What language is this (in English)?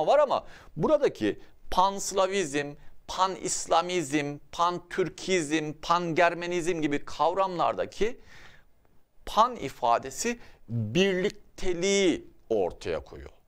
Turkish